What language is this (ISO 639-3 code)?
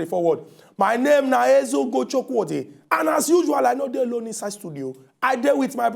pcm